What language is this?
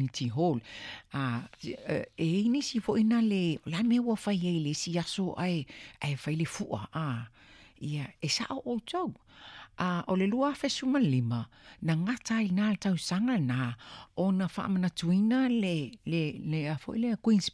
Samoan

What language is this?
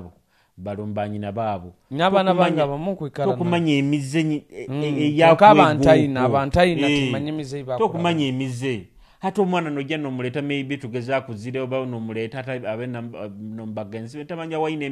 Nyoro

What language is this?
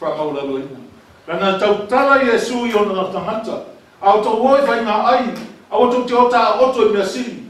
Samoan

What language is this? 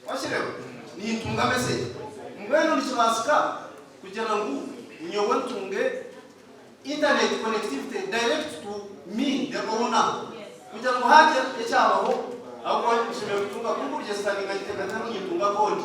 Nyankole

